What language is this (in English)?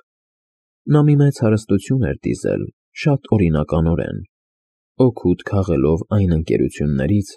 Armenian